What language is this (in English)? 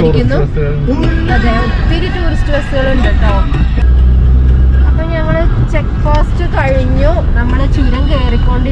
Malayalam